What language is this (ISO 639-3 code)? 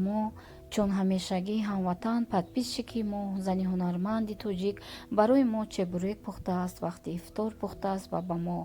tgk